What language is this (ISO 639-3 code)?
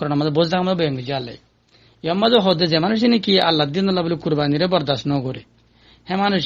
rhg